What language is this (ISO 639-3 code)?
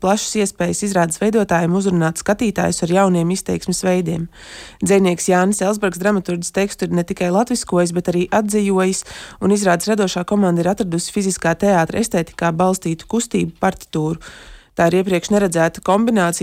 lav